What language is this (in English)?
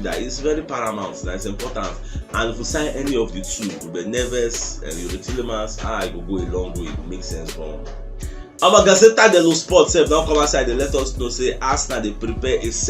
Nigerian Pidgin